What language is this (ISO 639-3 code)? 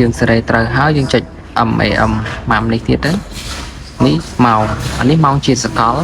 khm